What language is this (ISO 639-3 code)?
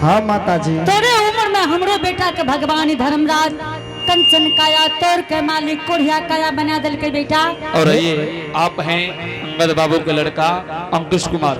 anp